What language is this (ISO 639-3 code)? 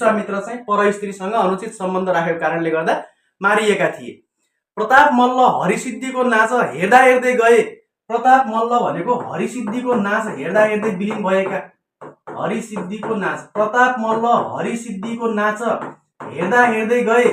nep